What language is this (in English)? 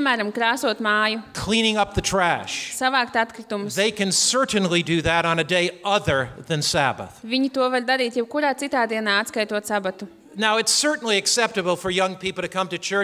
Latvian